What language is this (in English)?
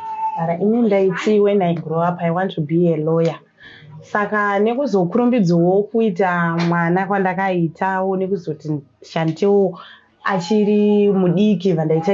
Shona